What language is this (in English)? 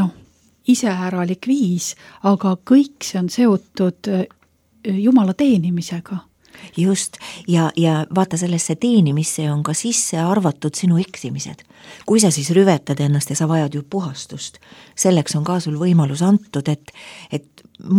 Estonian